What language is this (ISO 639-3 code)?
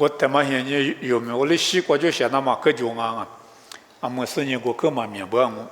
lis